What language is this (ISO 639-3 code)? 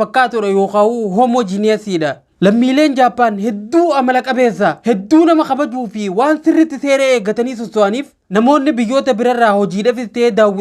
orm